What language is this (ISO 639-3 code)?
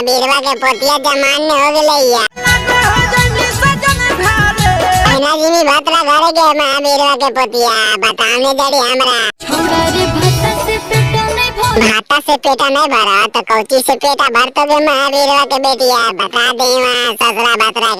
mag